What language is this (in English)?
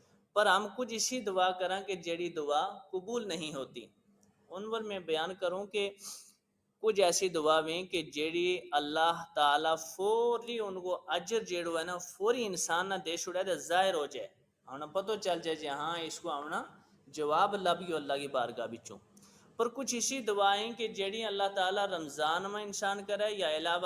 Gujari